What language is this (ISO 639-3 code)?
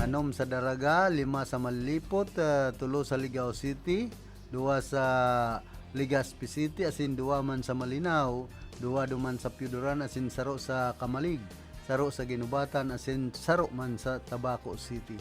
bik